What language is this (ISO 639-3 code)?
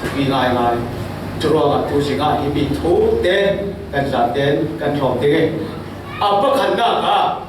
cfm